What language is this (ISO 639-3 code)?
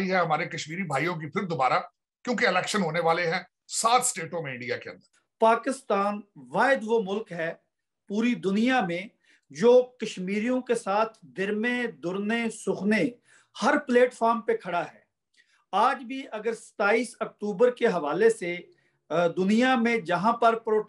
urd